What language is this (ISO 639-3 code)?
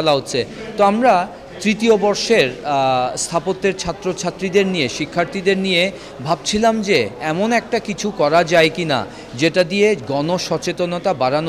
ben